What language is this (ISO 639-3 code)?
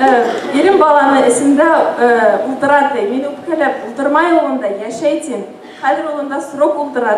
bak